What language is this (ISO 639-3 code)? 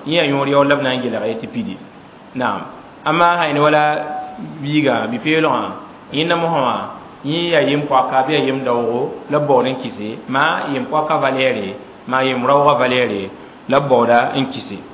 mos